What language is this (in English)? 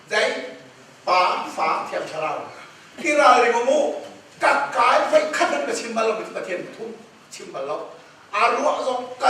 Hakha Chin